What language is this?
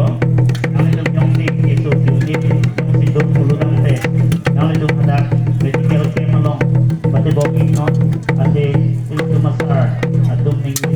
Karbi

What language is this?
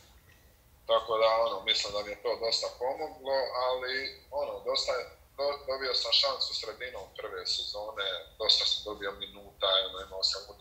Croatian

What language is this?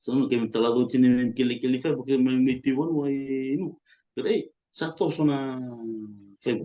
Fijian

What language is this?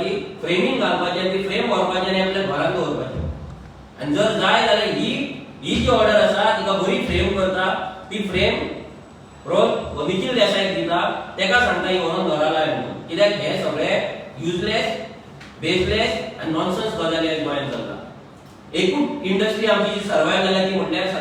Konkani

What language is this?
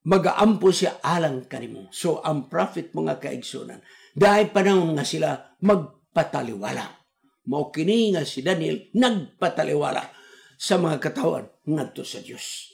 Cebuano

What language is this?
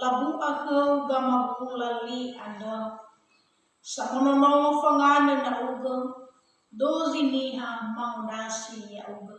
Nias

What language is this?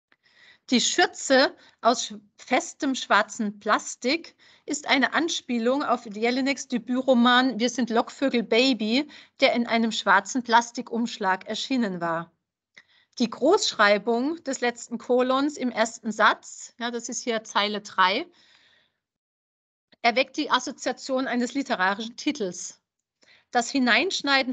German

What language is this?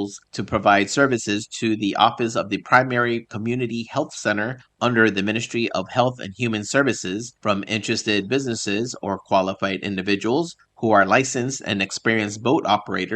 Palauan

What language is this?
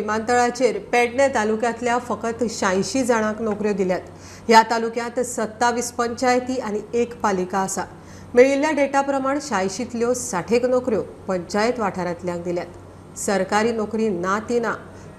Konkani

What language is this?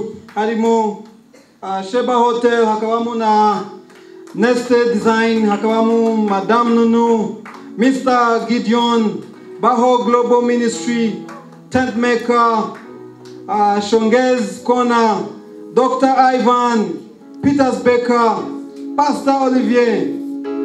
Kinyarwanda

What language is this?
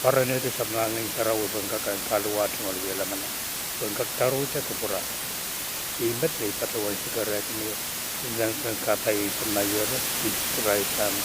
Pohnpeian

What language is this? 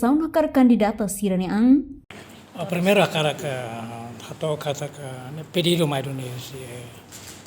Tetum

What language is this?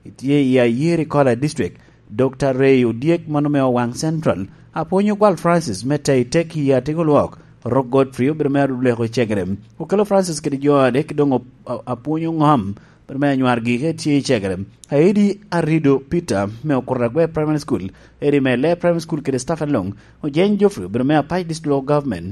Lango (Uganda)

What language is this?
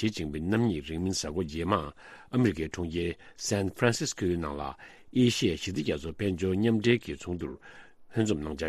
Tibetan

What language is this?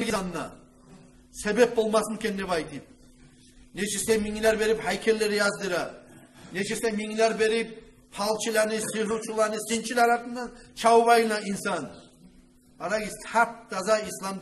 Kumyk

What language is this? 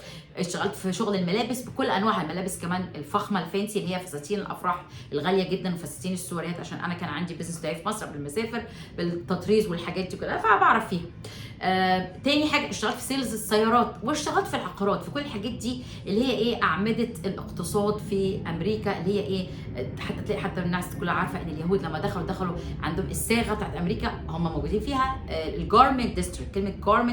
Egyptian Arabic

